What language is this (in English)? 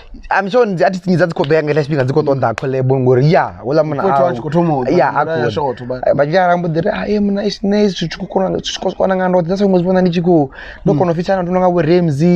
Venda